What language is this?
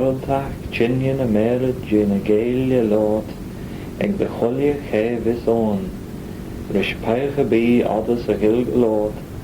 Manx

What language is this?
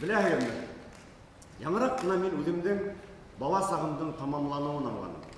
Bashkir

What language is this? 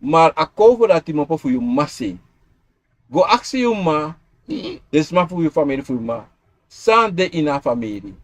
Sranan Tongo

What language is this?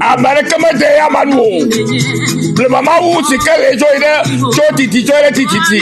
Ewe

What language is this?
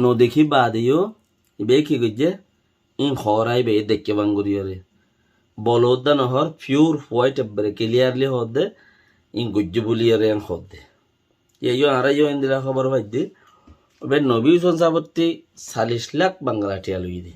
Rohingya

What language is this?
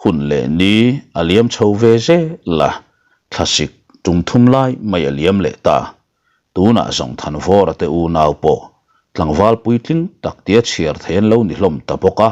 Mizo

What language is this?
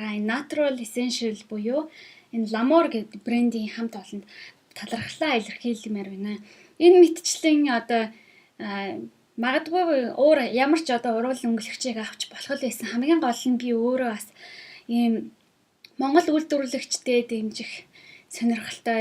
Mongolian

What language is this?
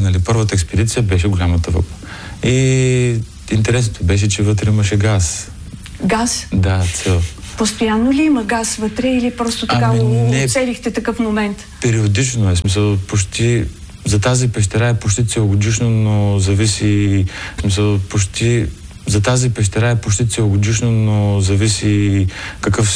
Bulgarian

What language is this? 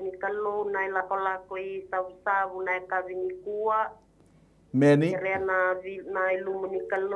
Fijian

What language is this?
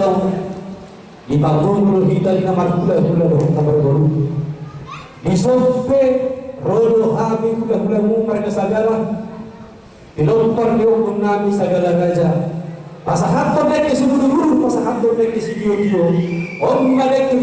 Batak Toba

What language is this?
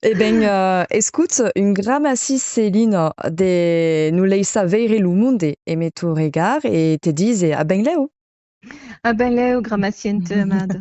Occitan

